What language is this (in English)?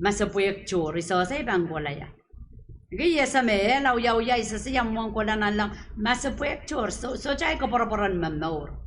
Pohnpeian